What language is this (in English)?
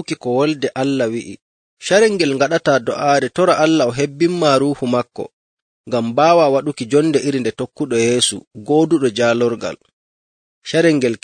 Nigerian Fulfulde